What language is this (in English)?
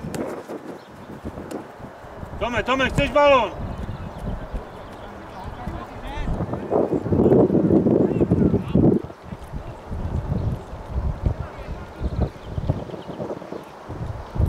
Czech